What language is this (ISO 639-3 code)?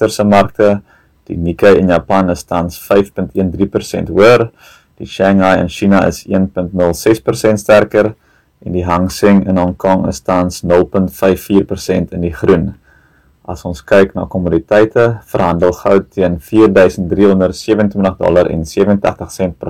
afr